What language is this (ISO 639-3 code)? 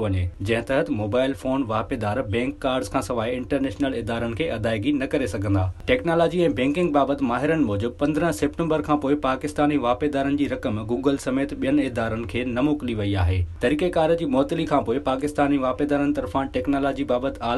snd